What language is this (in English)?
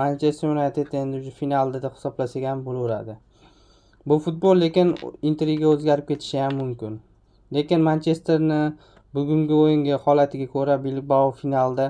Uzbek